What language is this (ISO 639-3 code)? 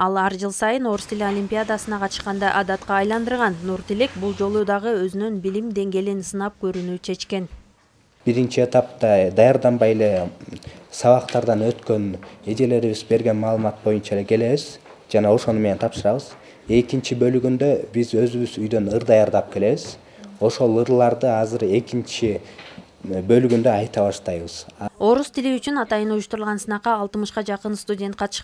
kir